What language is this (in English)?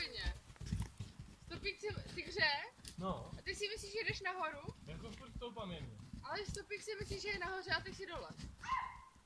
Czech